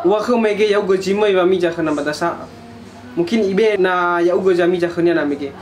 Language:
Nias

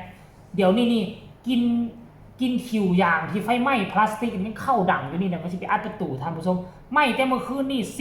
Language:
Northeastern Thai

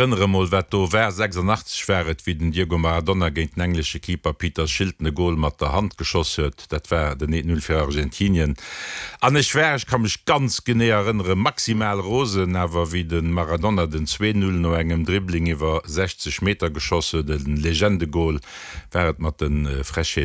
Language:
Luxembourgish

